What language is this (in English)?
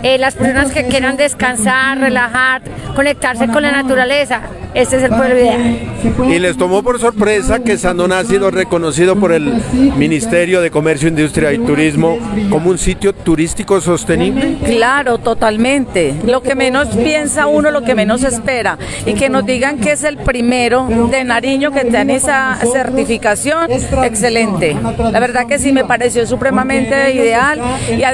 Spanish